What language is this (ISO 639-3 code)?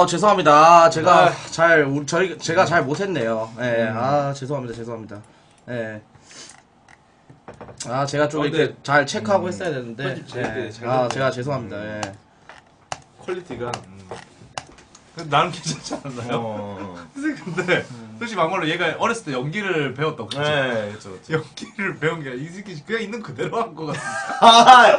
kor